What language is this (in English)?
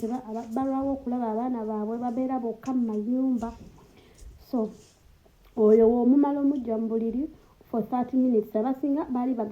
Ganda